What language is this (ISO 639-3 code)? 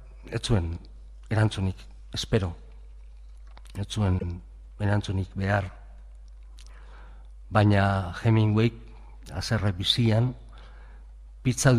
eus